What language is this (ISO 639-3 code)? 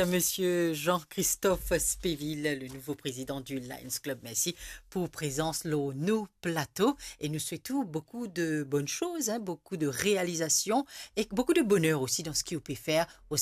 mfe